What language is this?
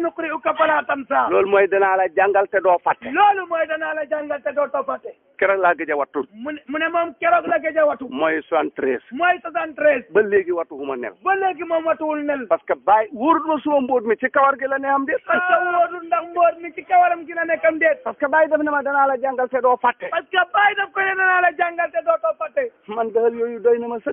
Wolof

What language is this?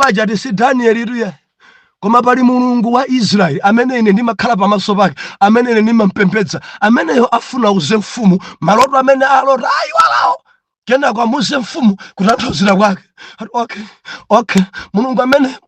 Nyanja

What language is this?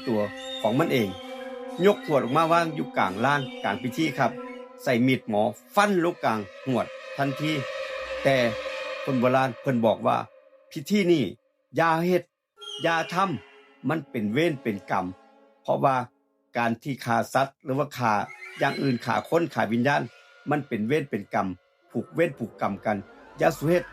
Northeastern Thai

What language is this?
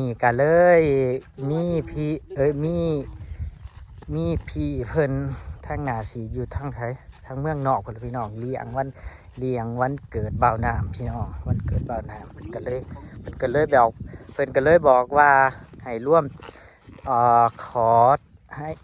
Northeastern Thai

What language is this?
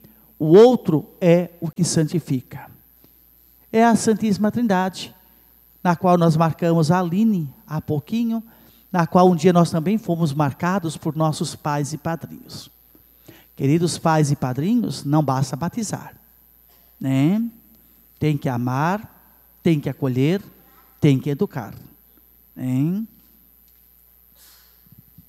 Portuguese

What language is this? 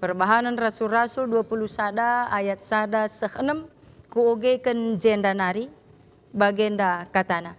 Batak Karo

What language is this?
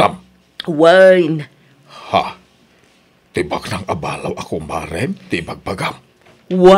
Iloko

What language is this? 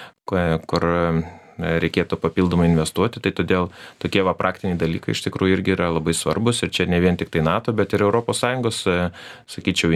Lithuanian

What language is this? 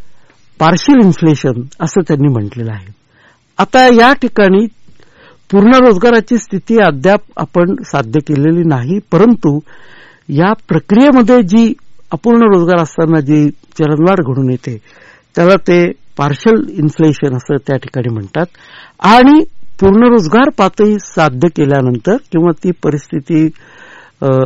Marathi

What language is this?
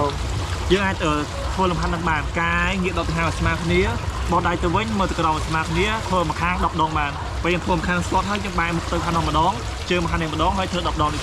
Khmer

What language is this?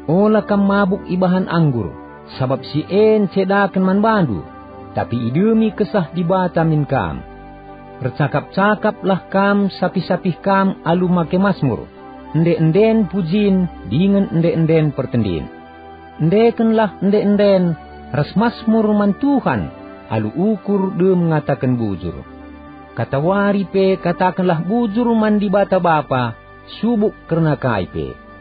Batak Karo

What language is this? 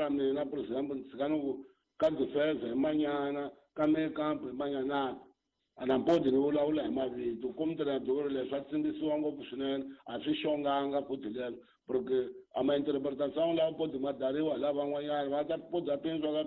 Tsonga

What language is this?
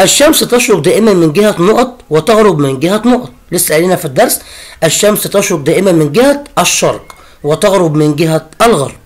Egyptian Arabic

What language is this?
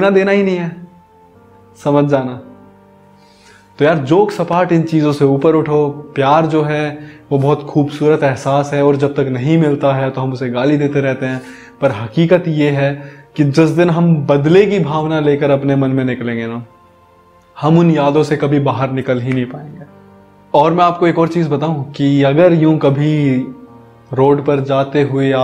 Hindi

